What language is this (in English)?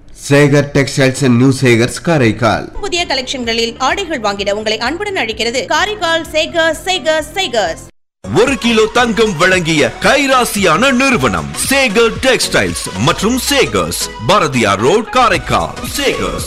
Tamil